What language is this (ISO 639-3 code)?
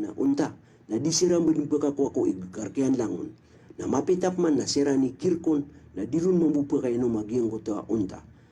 mrw